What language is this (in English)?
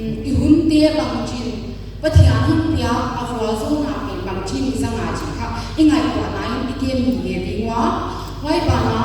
Paite Chin